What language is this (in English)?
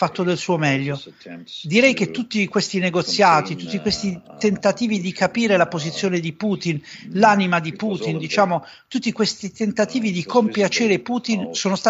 Italian